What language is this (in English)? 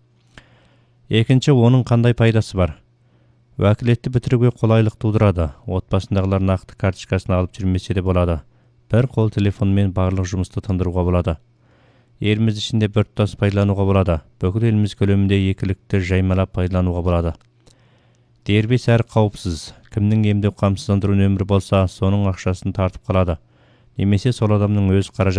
Kazakh